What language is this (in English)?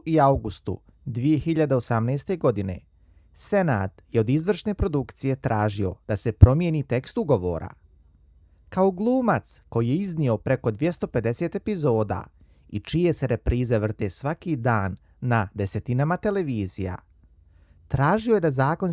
Bosnian